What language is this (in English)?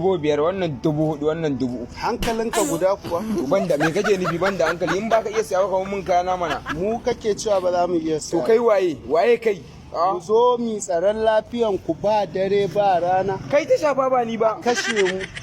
Hausa